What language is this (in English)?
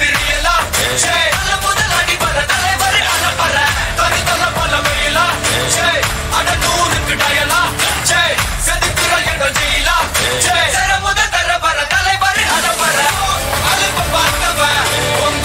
Tamil